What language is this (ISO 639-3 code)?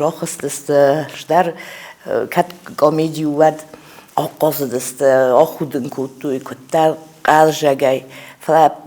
oss